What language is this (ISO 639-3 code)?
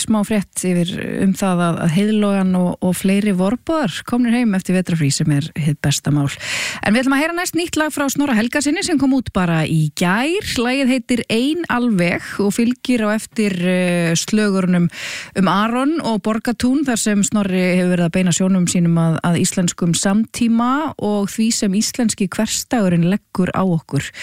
isl